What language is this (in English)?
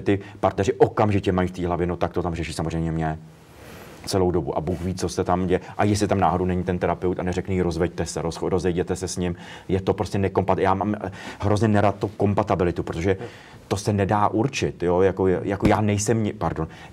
Czech